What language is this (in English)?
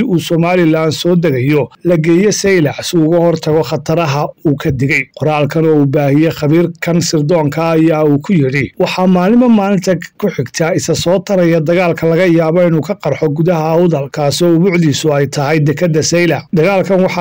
Somali